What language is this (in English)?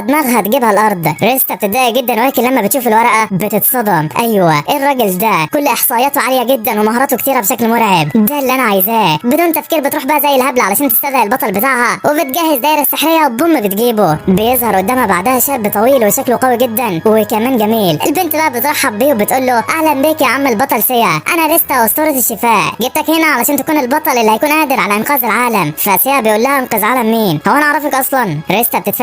Egyptian Arabic